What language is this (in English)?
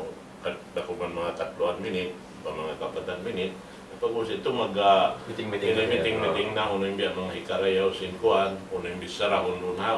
Tausug